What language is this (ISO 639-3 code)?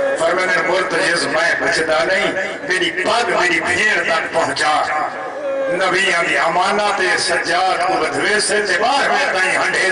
skr